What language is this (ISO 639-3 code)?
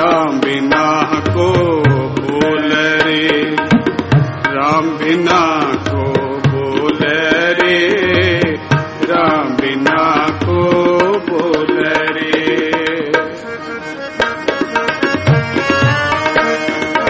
pan